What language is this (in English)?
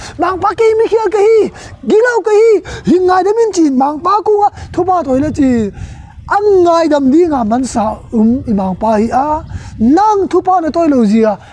Tedim Chin